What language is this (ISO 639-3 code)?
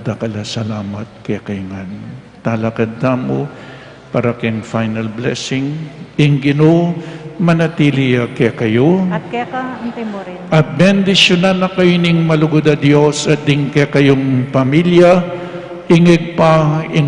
pam